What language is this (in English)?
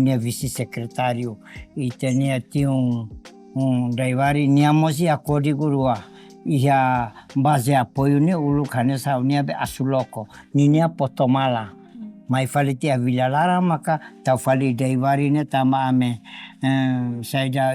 Tetum